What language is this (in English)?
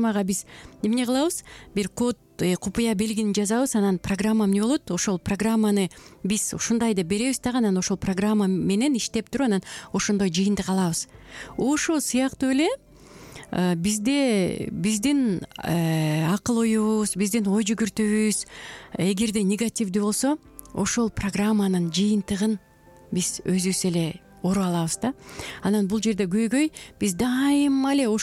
Kyrgyz